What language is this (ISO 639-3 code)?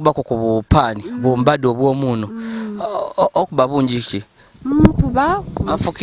lug